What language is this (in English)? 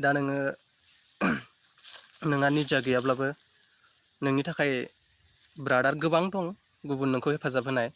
Bodo